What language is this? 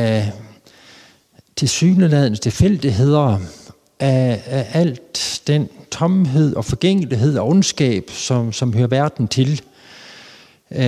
Danish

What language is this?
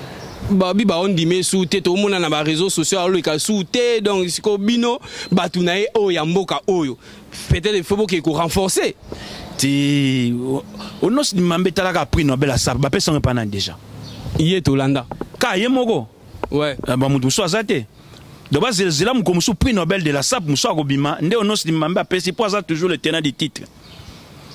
Lingala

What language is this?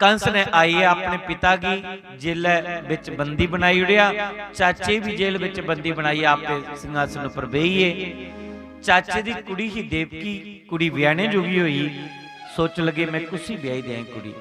Dogri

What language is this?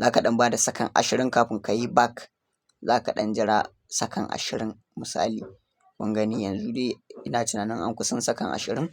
Hausa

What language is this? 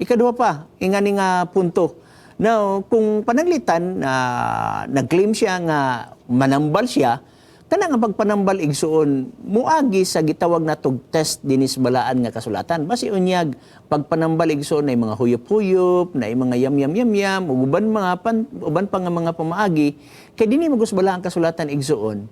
Cebuano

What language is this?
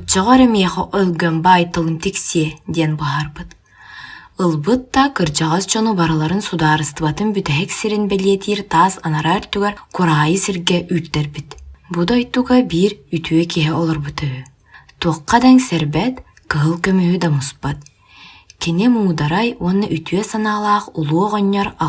Yakut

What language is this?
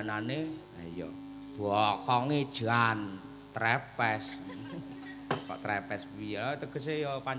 Javanese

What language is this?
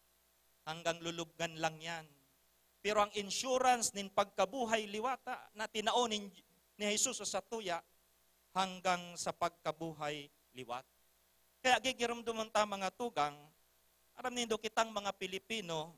Bikol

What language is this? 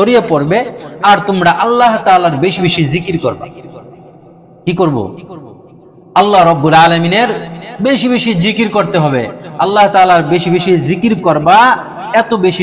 Bangla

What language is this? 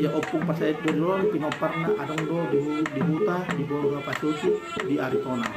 Batak Toba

